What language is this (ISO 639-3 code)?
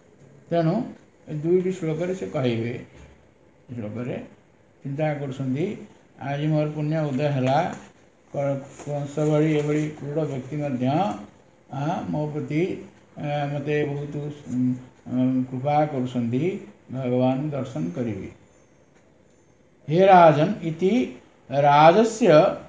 ori